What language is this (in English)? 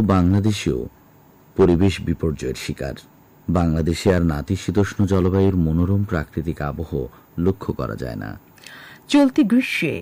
Bangla